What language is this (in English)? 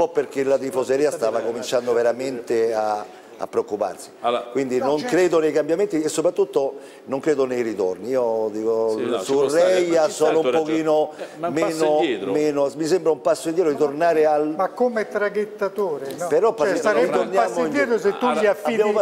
Italian